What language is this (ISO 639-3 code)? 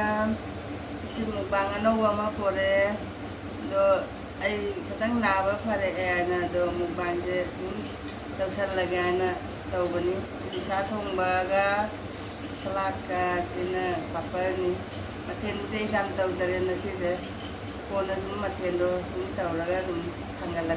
mni